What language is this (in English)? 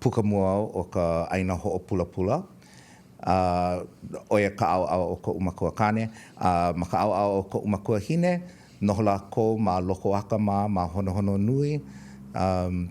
Hawaiian